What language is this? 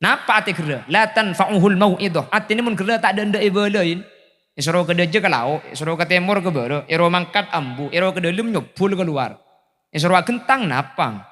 Madurese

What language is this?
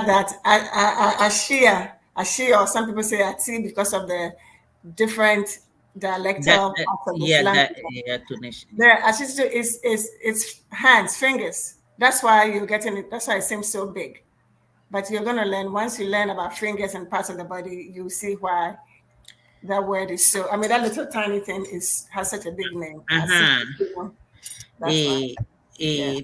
Ewe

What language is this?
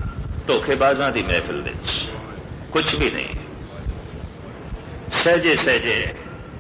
Punjabi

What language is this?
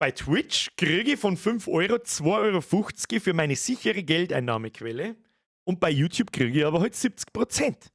Bavarian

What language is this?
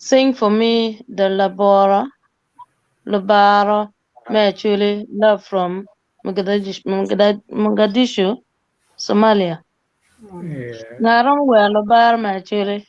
Acoli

